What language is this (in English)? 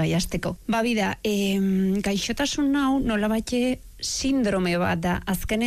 Basque